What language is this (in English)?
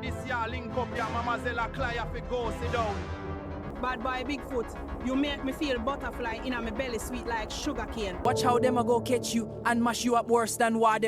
Jamaican Creole English